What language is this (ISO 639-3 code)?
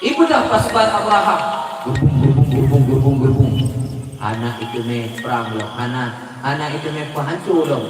ace